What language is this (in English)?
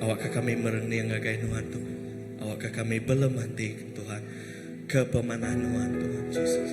Iban